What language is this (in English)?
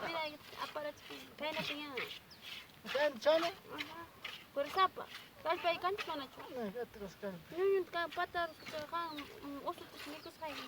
Ayacucho Quechua